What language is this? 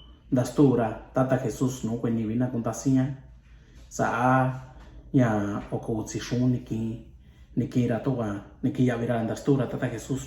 Mixtepec Mixtec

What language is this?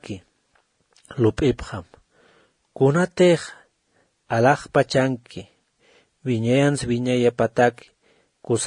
Aymara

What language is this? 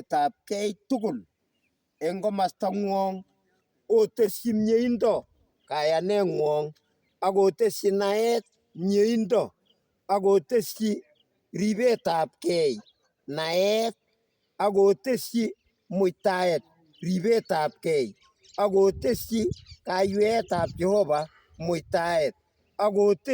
Kalenjin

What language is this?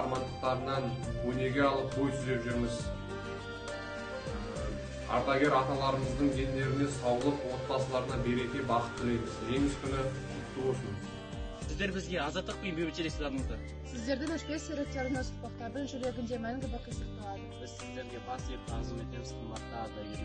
Kazakh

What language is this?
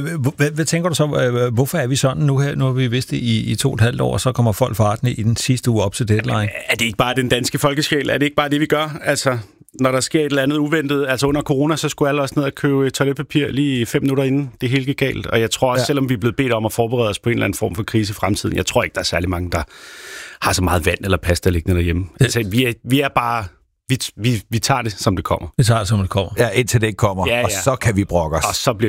Danish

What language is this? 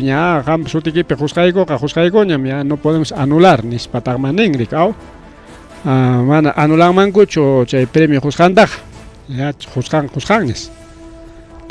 Ayacucho Quechua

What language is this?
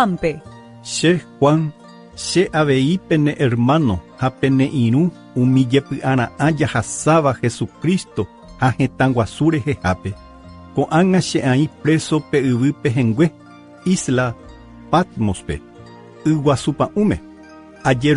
Guarani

